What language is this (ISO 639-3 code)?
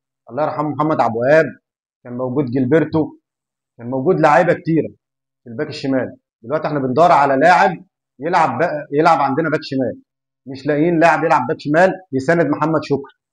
arz